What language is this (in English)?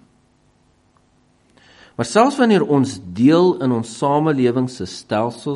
Afrikaans